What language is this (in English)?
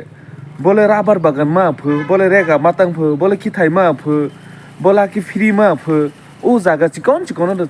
Kok Borok